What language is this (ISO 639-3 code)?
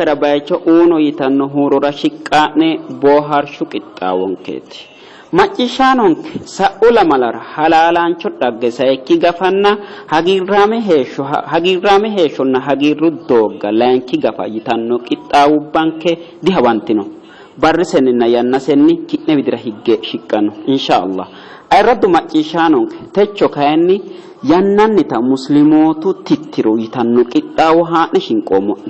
sid